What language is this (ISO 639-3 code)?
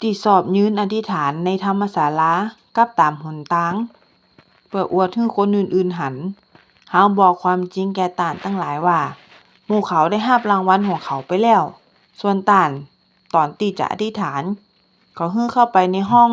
nod